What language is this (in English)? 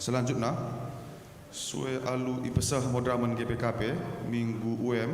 Batak Karo